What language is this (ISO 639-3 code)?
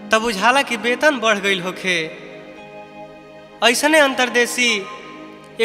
bho